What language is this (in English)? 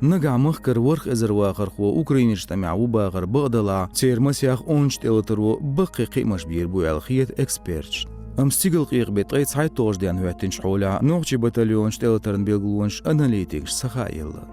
Chechen